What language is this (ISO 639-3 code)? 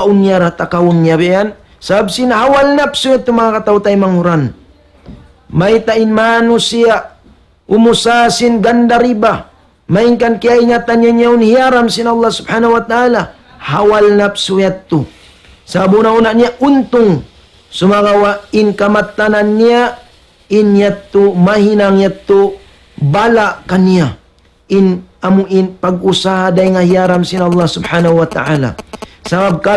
tsg